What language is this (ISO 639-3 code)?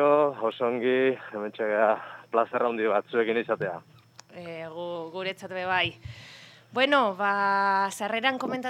eus